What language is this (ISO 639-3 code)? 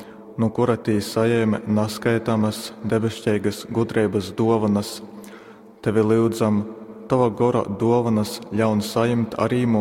ltg